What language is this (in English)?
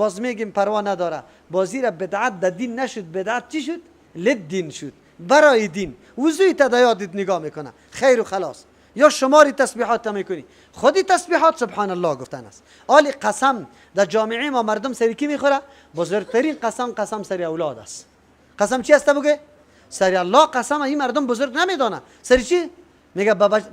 Persian